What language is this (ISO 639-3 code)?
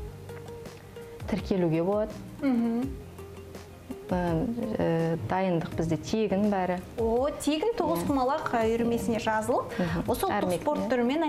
kaz